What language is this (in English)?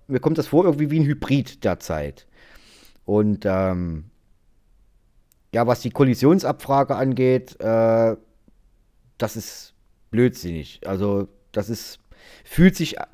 German